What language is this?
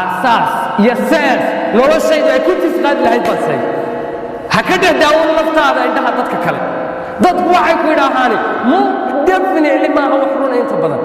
Somali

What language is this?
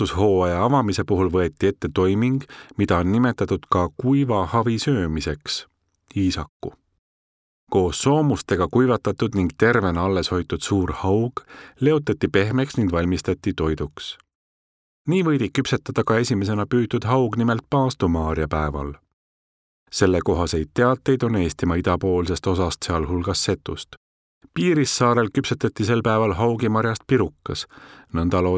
Estonian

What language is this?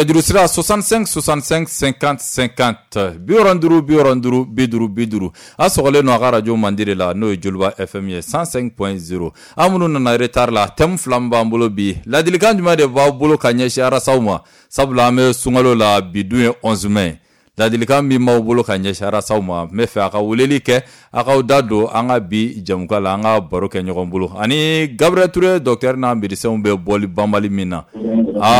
Bambara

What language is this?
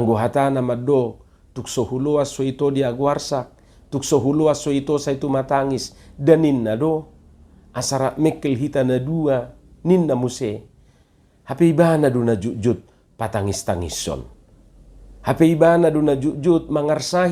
Batak Toba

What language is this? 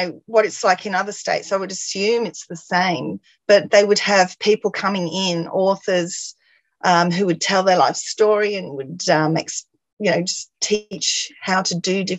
English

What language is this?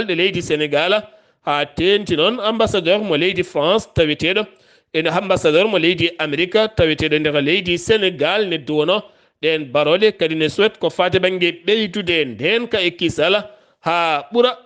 Fula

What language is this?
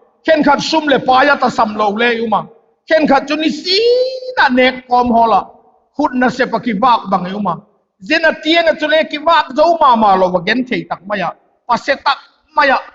Vaiphei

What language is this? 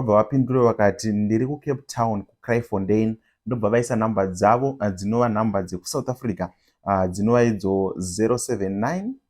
Shona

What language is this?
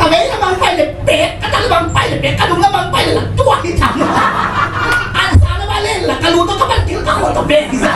Tedim Chin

